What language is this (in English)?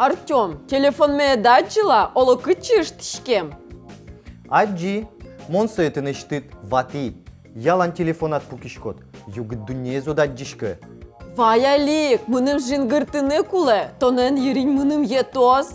Udmurt